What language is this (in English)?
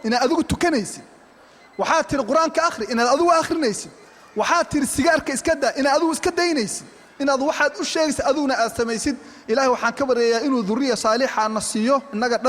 Somali